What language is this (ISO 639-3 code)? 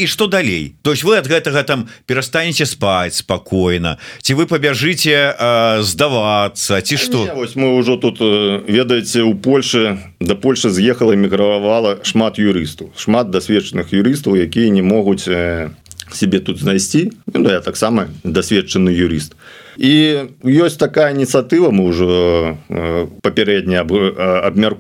bel